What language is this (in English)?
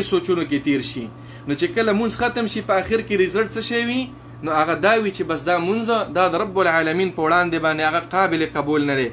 Pashto